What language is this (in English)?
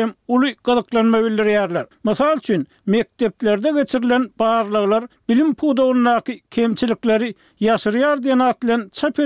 Turkmen